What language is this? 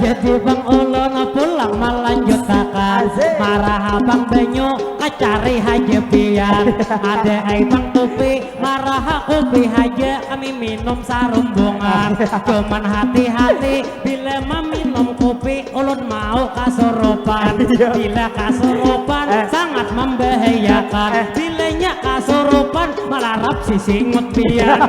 Banjar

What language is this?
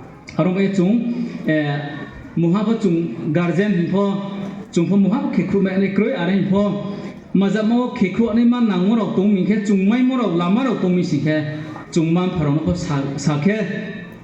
Riang (India)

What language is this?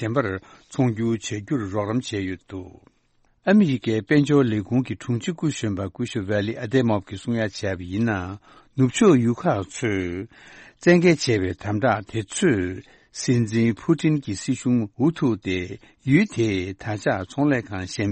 Tibetan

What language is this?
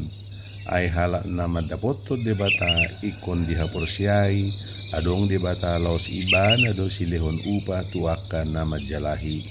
Batak Toba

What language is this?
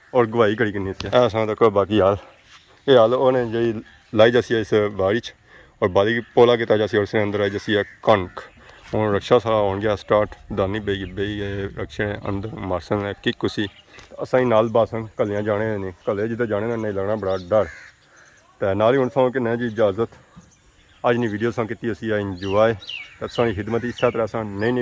Pahari-Potwari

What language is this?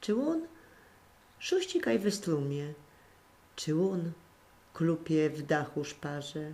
Silesian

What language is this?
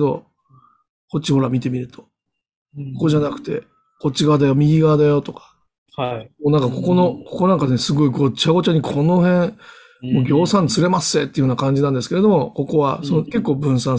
Japanese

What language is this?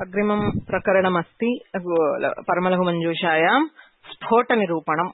Sanskrit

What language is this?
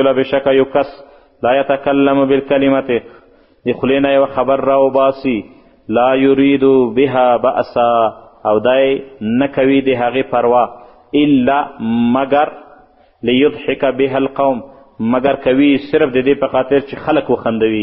Pashto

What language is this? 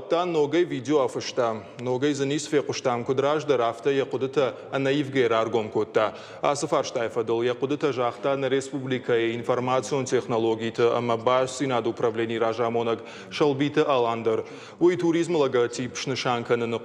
Ossetic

